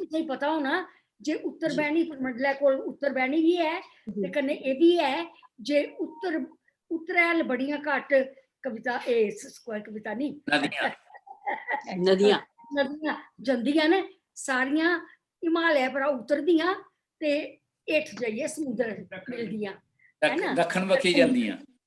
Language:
Dogri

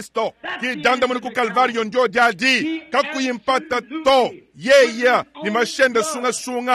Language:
Luba-Lulua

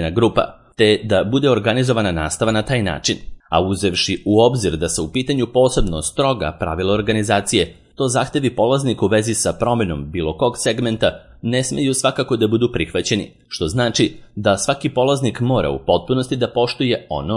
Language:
Serbian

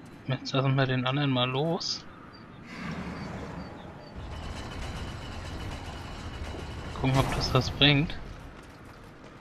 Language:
German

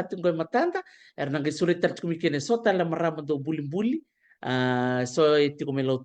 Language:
Fijian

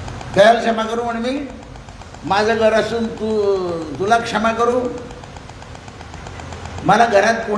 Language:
Marathi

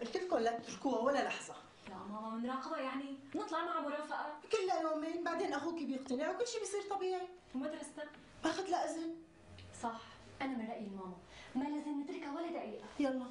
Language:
North Levantine Arabic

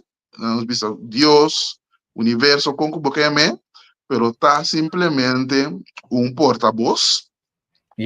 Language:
Papiamento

